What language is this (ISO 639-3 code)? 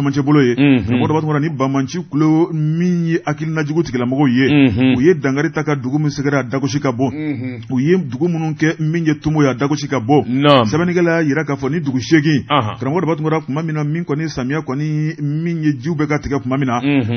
bam